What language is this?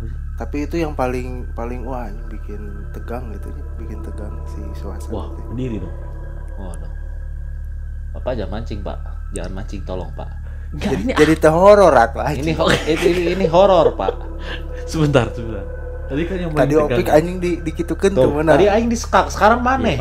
Indonesian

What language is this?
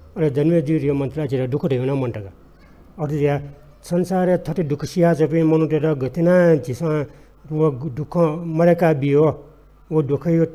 Newari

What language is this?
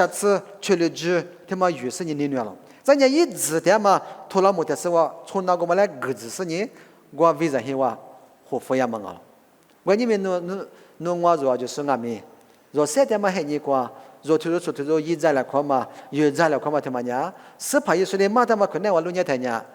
Lisu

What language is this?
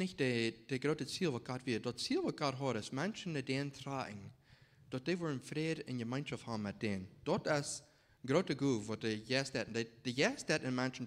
Plautdietsch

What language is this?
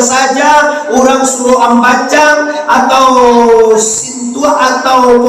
Minangkabau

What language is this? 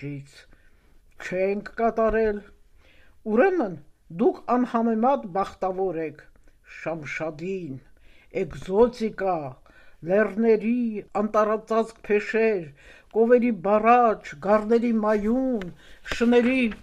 Armenian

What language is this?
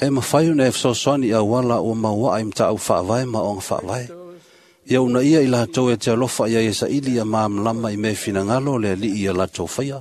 Samoan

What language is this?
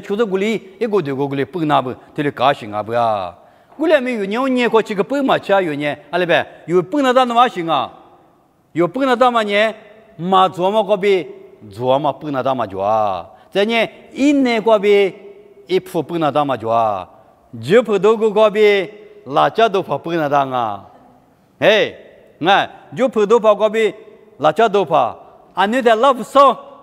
Lisu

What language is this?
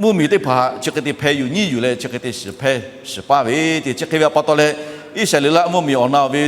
Lahu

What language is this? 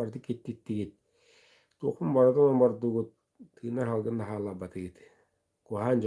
Yakut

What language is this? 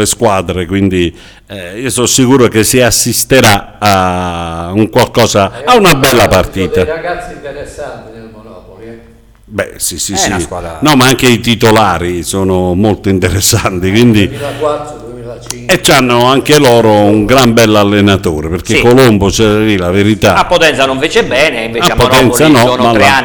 Italian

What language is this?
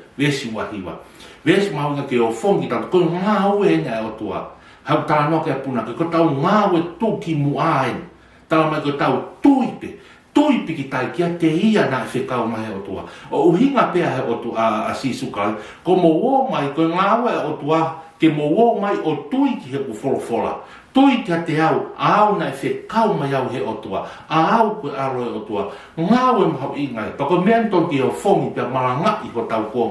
Tongan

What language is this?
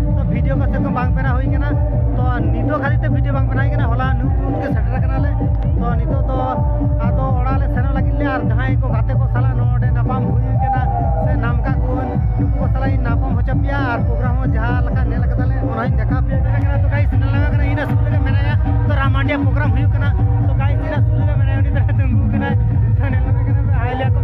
Santali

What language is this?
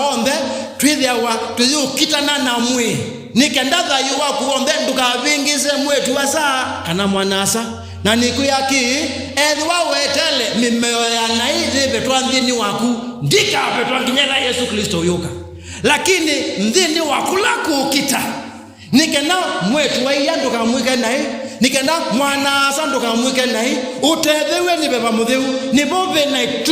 Kamba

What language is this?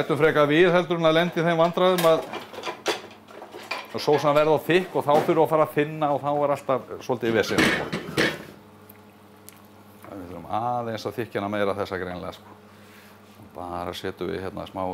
Icelandic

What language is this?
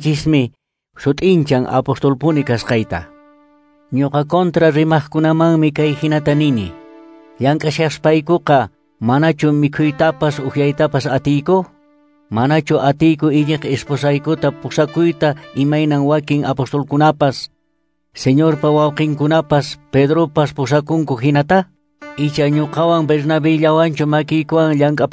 Quechua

